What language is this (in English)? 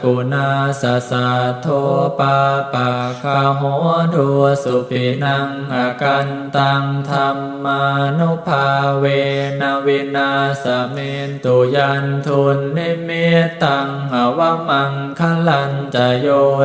Pali